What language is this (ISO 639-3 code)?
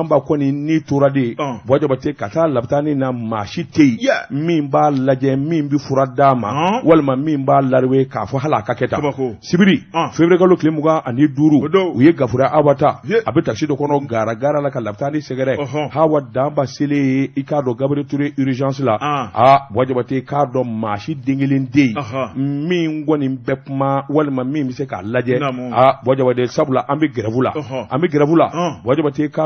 bam